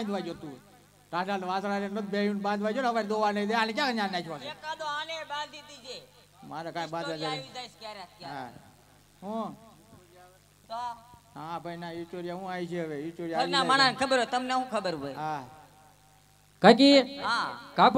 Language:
Gujarati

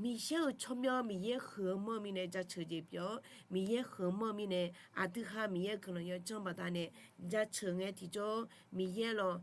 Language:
Akha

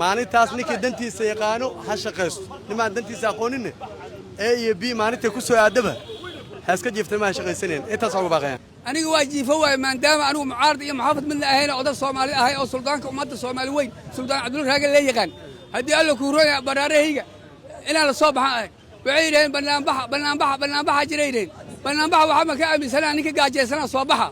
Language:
Somali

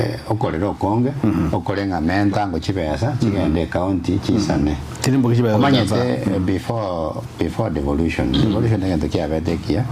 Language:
Gusii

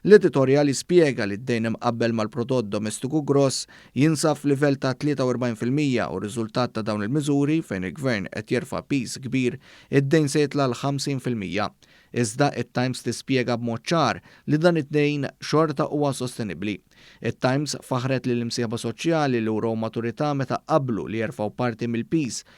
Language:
Maltese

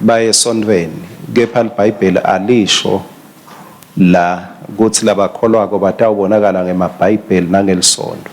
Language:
Swati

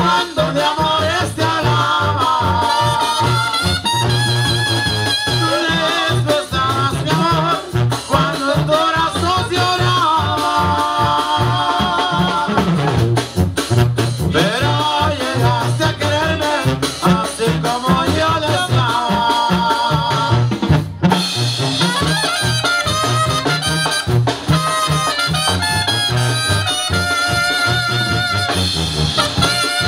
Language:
Spanish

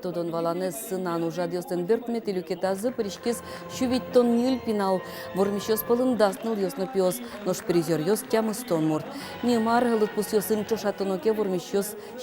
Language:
Udmurt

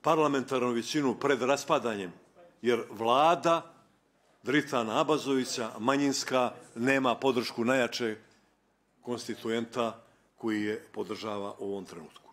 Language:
Bosnian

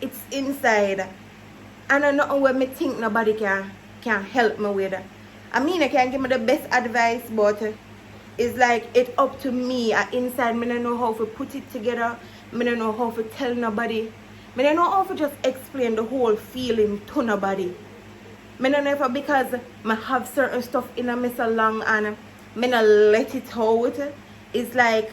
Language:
Jamaican Creole English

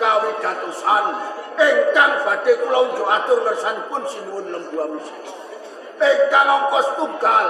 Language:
Javanese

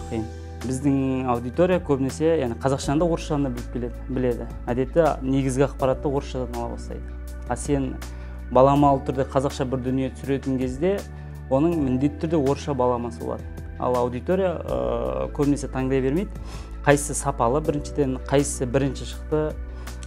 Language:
Kazakh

